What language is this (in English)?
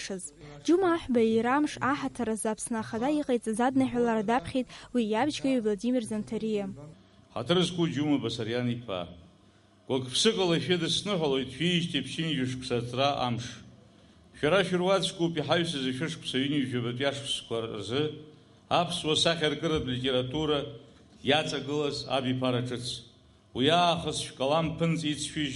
Abkhazian